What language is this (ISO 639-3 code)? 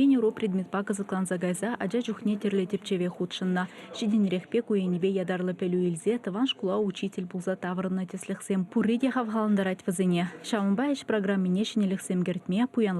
chv